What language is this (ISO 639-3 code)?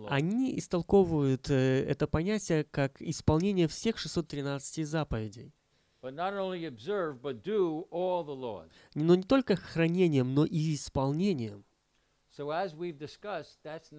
rus